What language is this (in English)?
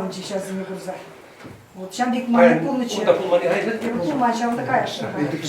Chuvash